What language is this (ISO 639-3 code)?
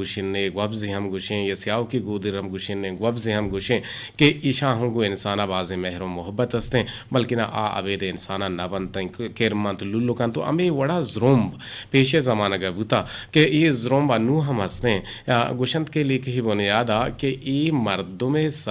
bgp